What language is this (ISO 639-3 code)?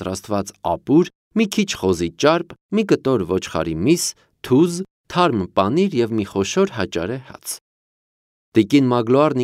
hye